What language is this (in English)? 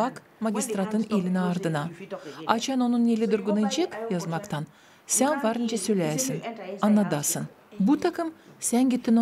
Gagauz